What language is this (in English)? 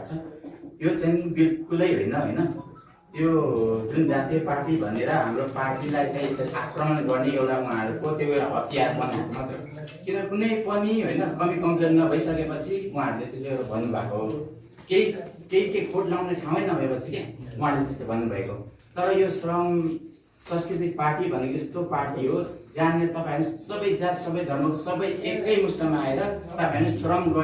Nepali